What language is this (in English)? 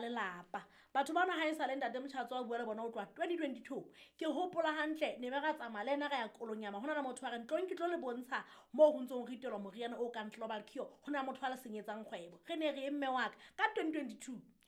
Southern Sotho